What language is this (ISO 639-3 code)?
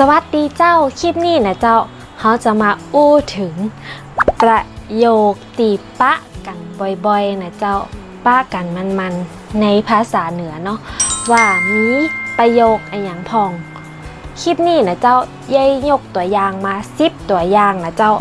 nod